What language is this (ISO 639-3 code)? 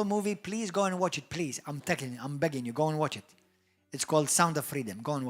eng